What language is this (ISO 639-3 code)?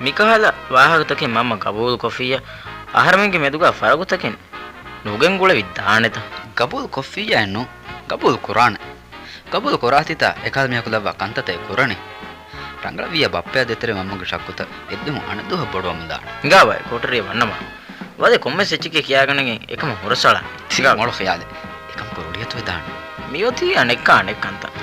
div